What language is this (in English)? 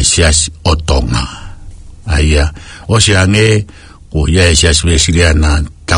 Tongan